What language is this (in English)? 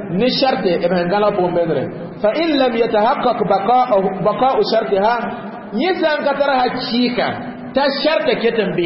Mossi